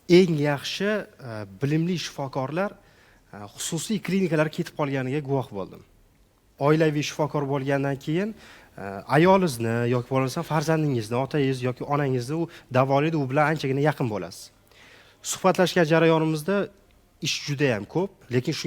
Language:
Uzbek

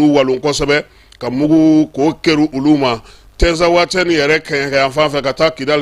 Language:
Bambara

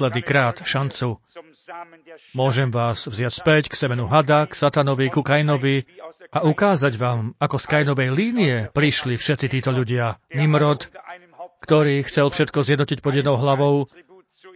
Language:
Slovak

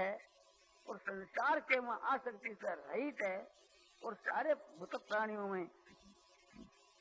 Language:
Hindi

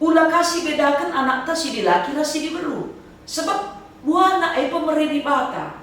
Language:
Batak Karo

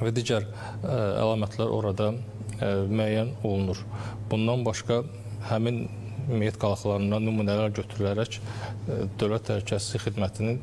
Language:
Azerbaijani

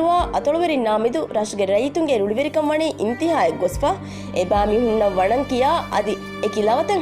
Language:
Divehi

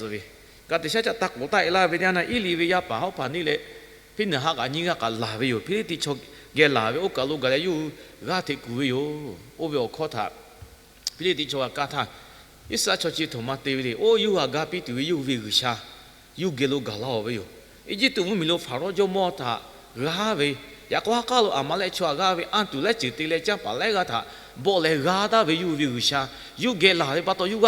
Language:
Lahu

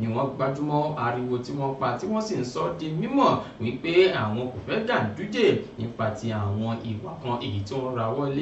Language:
Yoruba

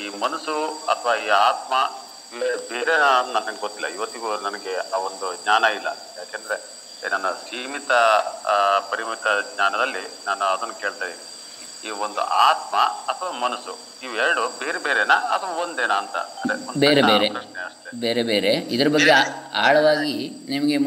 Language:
Kannada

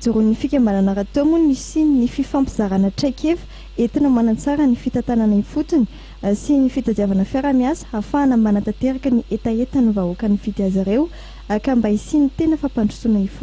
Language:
Malagasy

